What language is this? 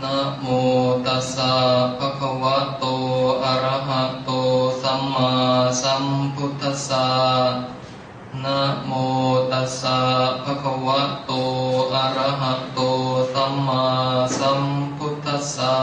Pali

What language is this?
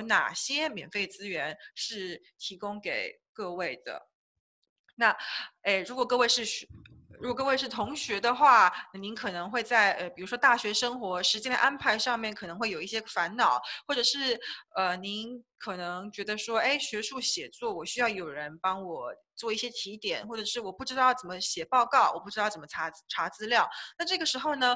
Chinese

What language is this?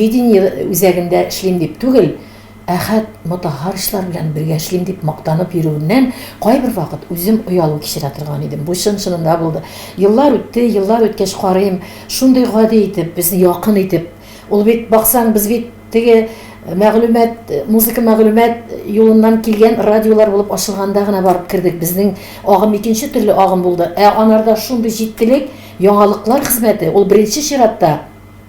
Tatar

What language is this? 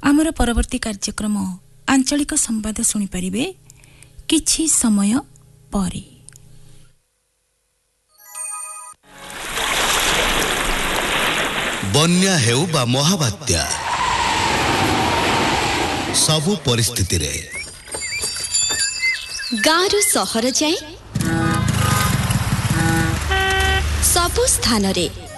Odia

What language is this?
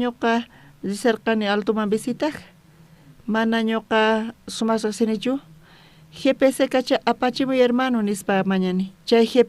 South Bolivian Quechua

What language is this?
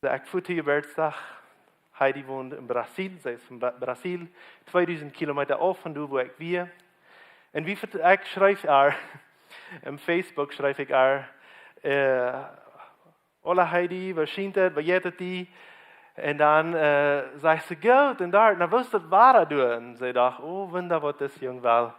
Plautdietsch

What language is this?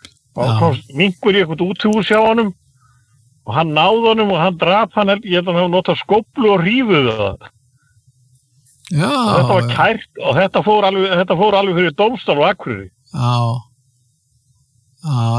Icelandic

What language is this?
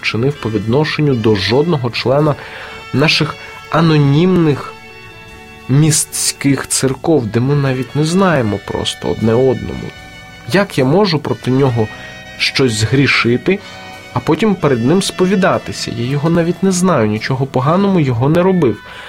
Ukrainian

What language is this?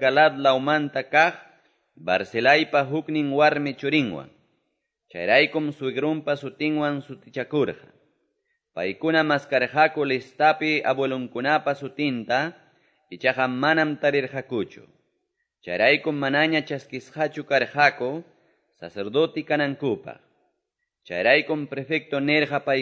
Quechua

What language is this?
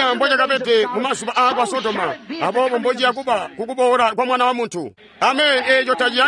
Tonga (Zambia)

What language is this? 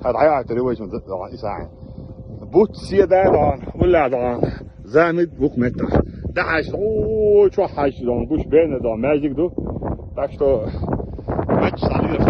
Chechen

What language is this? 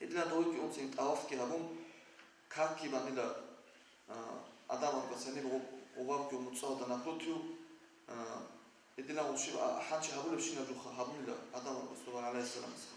Avaric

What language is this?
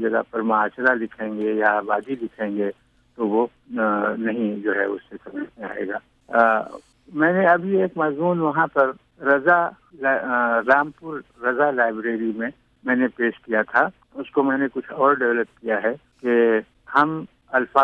Urdu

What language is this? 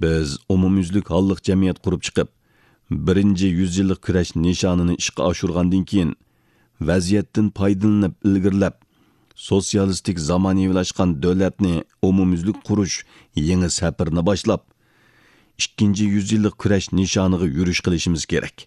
Uyghur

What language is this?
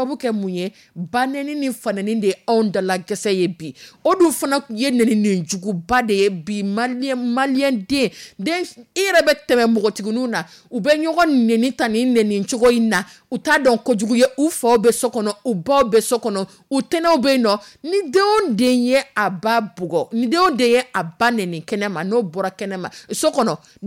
Dyula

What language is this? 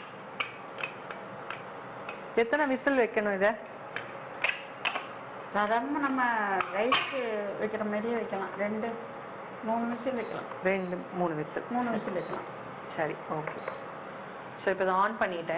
Tamil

